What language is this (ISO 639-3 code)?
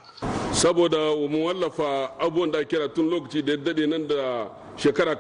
hau